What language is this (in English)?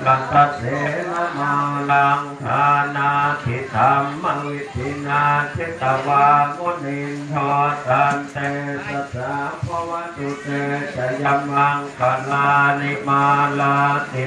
Pali